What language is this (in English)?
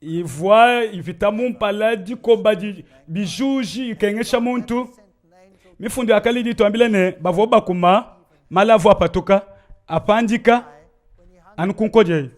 Luba-Lulua